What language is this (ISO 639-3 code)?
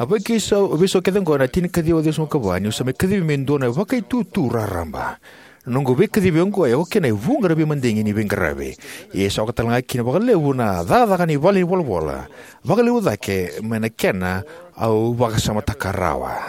fij